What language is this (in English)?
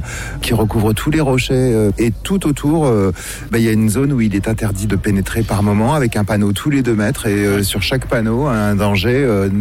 French